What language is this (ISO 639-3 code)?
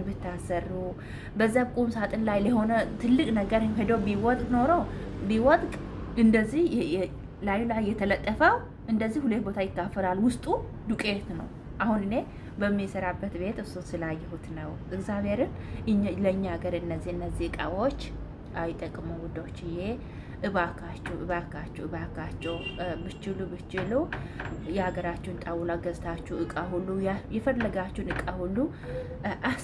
amh